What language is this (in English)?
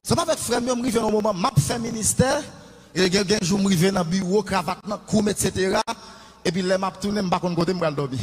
Haitian Creole